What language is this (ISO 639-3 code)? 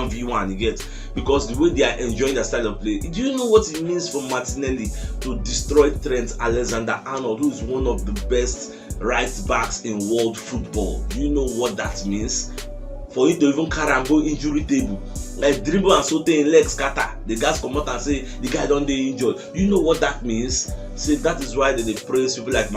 pcm